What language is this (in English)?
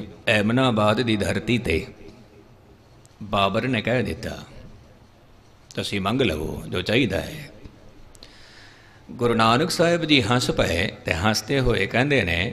Punjabi